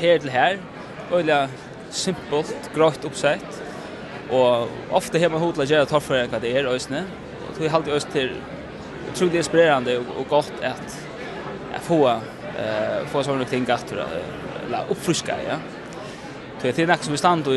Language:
Faroese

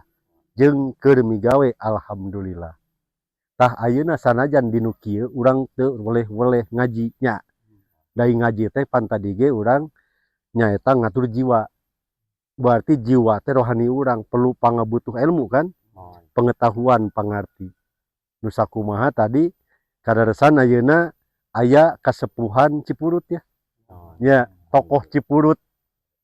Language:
Sundanese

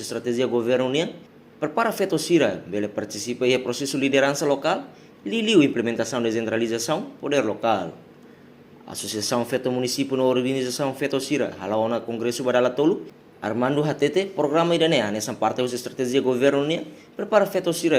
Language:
Tetum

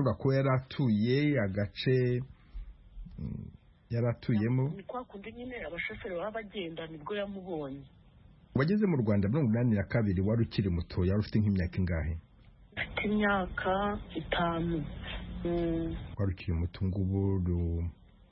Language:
Kinyarwanda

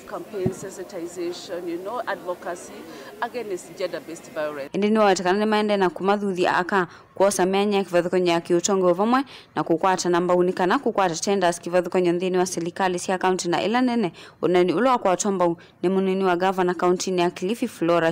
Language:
Kamba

